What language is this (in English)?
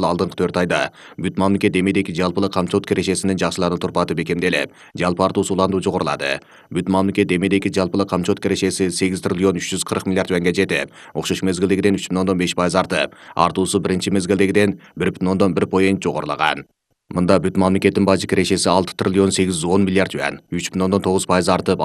Kyrgyz